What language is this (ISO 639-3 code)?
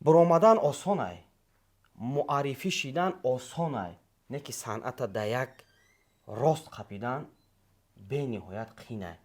tgk